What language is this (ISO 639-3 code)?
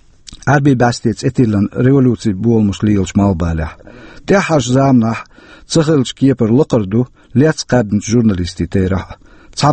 che